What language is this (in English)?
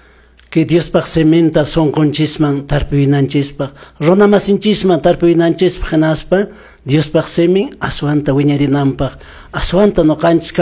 Quechua